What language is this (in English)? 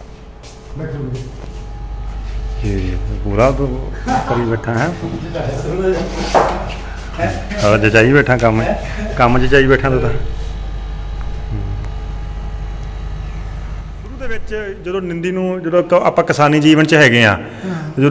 Punjabi